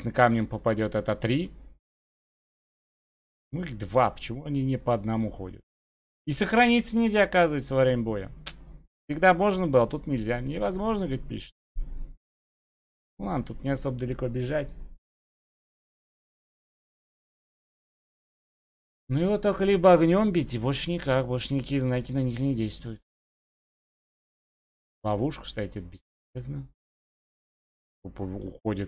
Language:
Russian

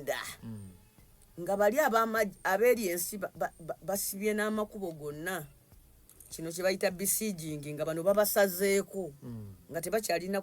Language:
Ganda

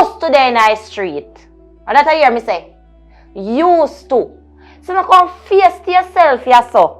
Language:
Jamaican Creole English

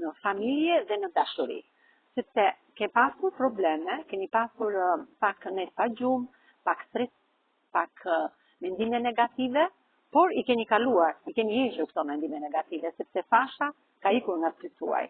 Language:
Albanian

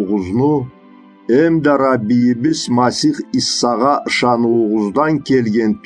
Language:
Karachay-Balkar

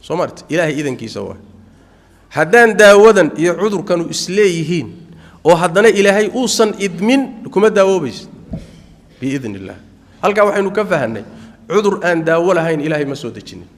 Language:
Somali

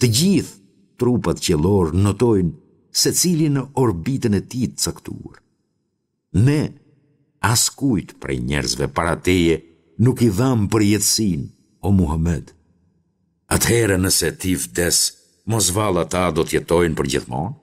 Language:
Albanian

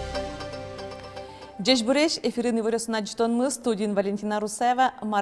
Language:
Udmurt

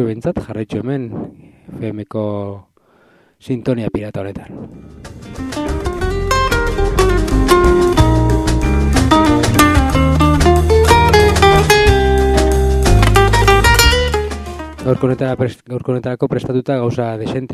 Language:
Basque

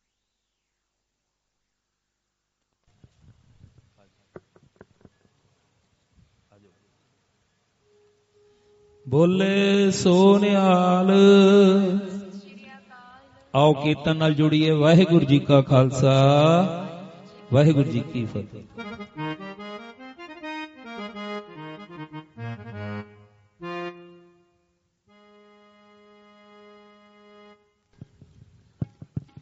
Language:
Punjabi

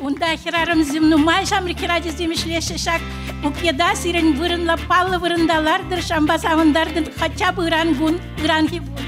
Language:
Chuvash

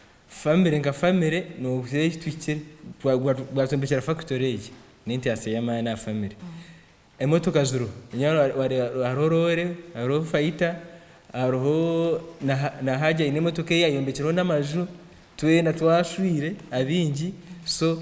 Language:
Nyankole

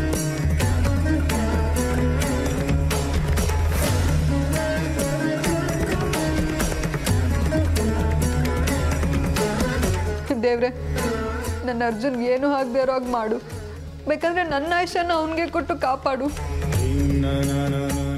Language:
Kannada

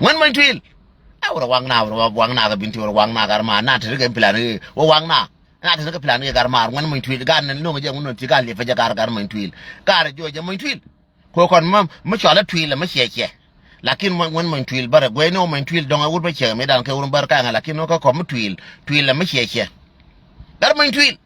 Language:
Nuer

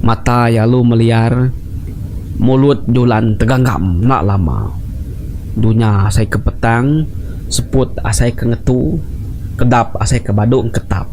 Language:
Iban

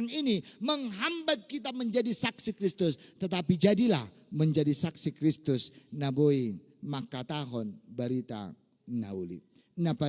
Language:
Batak Toba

